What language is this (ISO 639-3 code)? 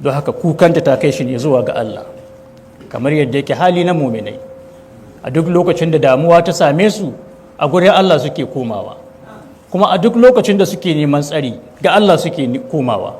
hau